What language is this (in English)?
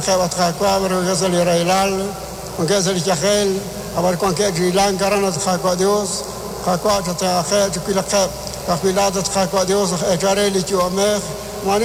Kekchí